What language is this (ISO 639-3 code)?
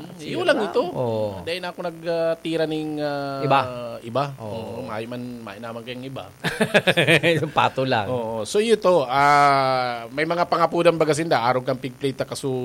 bik